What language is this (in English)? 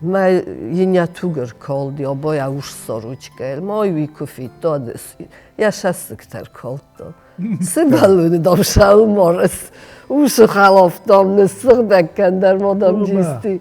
Ossetic